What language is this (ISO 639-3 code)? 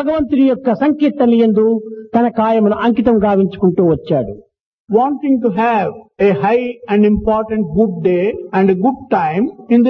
tel